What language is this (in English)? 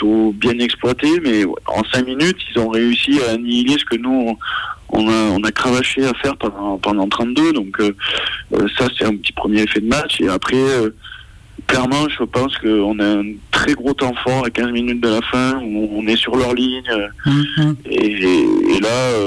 French